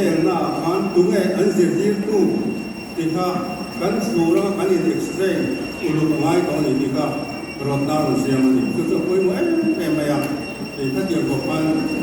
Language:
Mizo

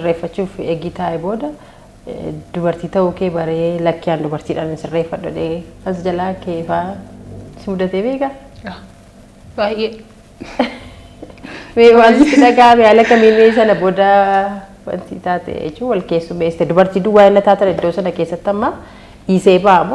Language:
Oromo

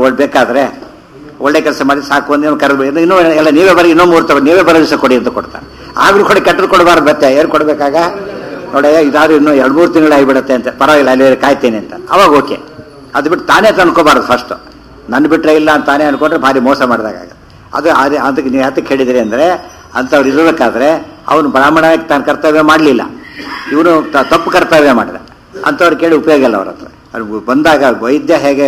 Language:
Kannada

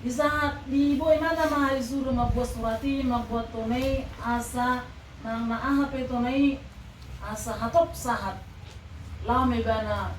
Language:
Batak Toba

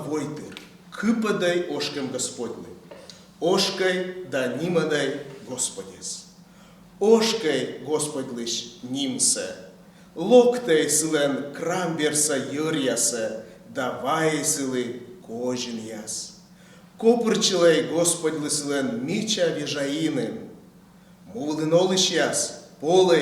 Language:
Komi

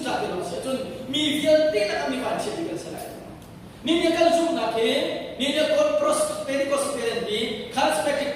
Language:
Hakha Chin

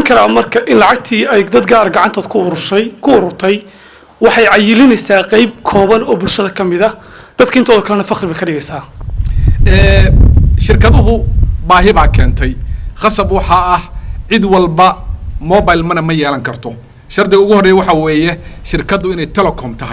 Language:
Somali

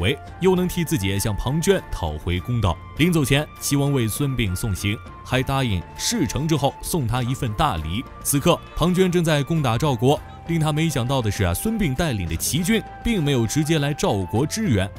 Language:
Chinese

